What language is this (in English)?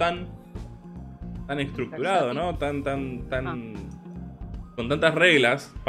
Spanish